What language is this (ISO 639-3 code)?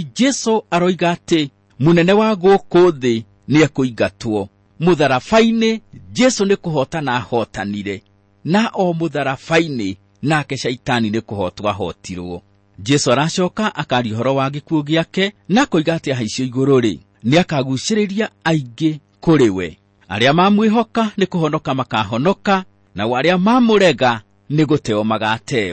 kik